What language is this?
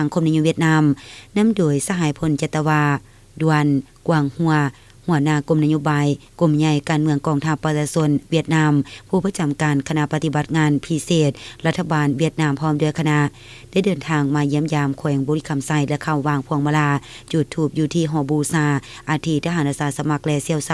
Lao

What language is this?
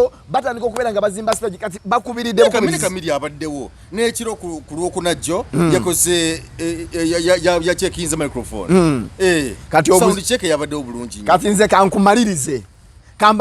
Ganda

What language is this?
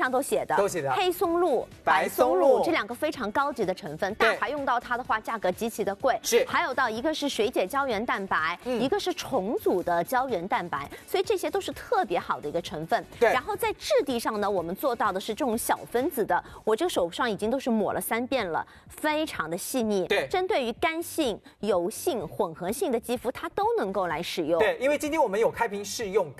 Chinese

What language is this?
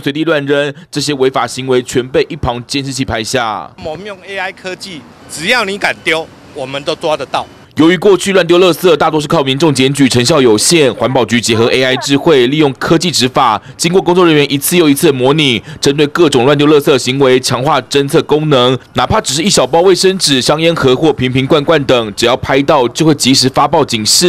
Chinese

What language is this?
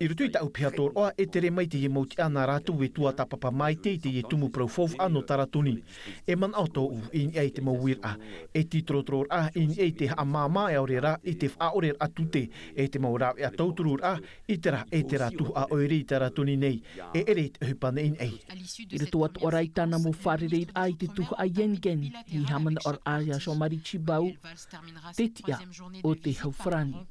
Tahitian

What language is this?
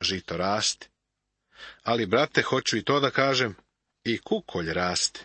Serbian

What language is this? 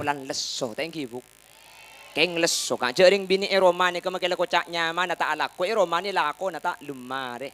Madurese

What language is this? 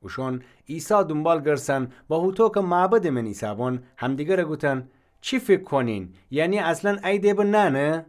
Gilaki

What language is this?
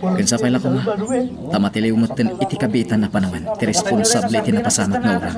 Iloko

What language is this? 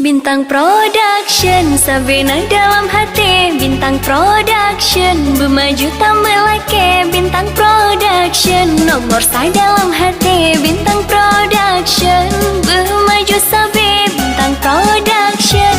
Achinese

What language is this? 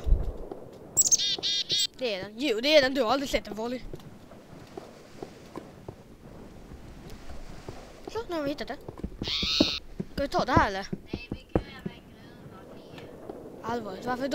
Swedish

